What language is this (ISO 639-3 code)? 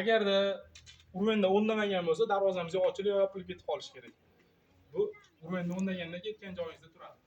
uzb